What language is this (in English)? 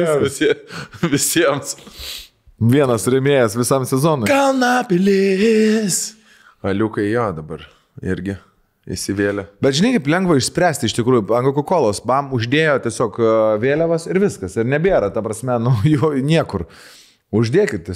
Lithuanian